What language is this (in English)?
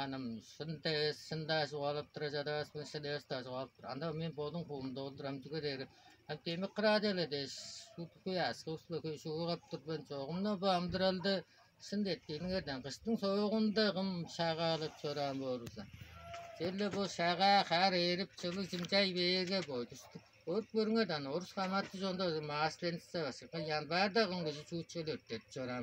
Tuvinian